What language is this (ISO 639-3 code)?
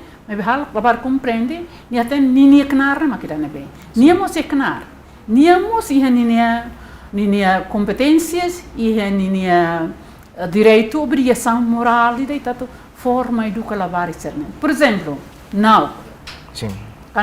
tet